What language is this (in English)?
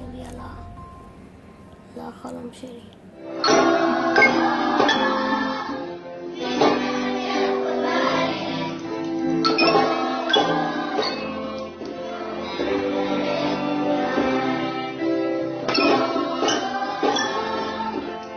Hebrew